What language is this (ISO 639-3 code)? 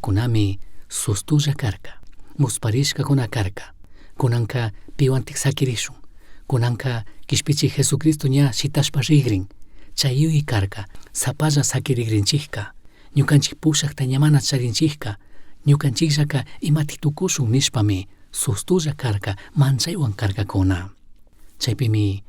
qug